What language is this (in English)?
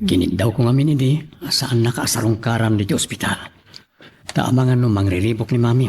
Iloko